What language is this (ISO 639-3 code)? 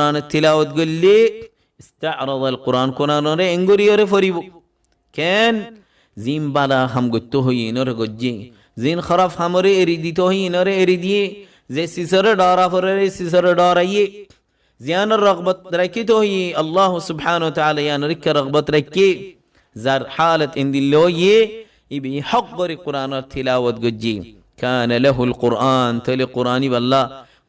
rhg